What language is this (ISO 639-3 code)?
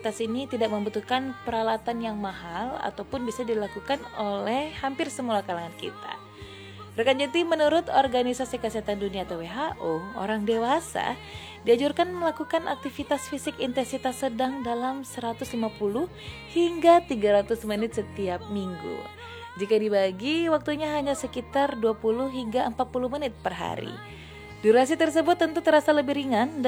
ind